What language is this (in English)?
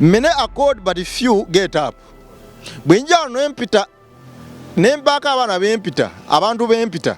Ganda